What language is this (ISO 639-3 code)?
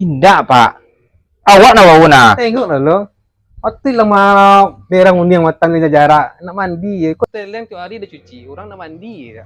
min